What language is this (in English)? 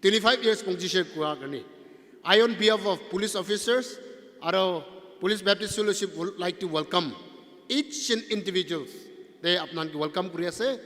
Naga Pidgin